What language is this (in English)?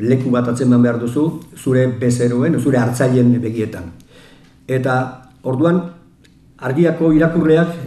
Basque